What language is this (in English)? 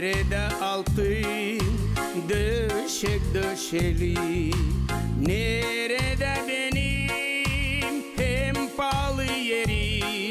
Gagauz